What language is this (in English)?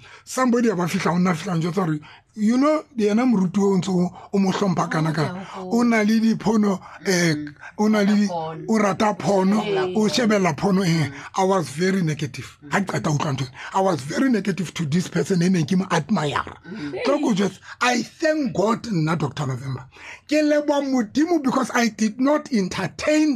Tswana